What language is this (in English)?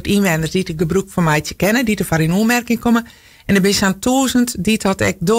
Western Frisian